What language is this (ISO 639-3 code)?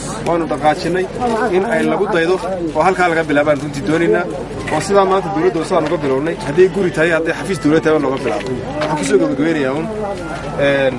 som